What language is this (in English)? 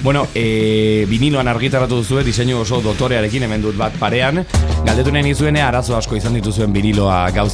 Basque